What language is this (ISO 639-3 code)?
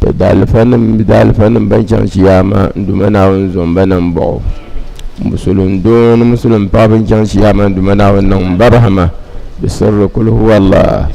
dag